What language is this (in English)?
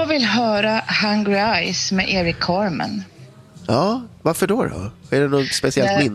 Swedish